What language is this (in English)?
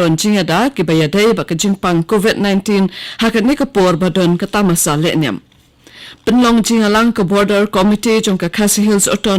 Khasi